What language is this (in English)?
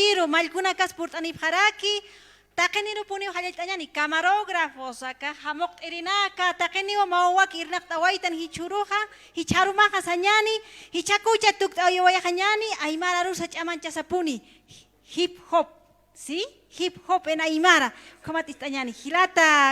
Aymara